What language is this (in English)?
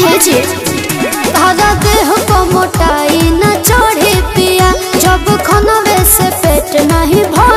Bhojpuri